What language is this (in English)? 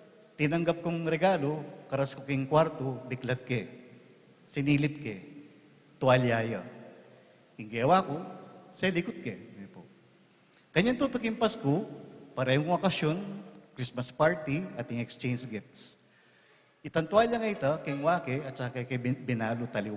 Pampanga